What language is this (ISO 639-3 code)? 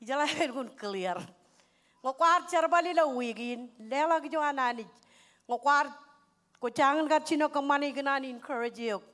mah